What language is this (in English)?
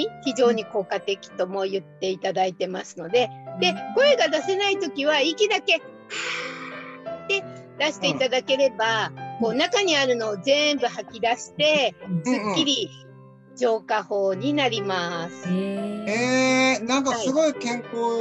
Japanese